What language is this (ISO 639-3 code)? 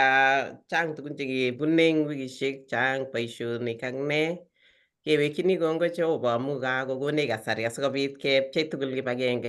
kln